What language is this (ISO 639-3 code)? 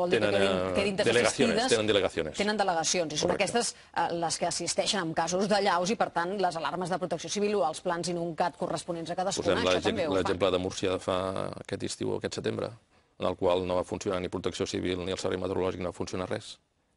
cat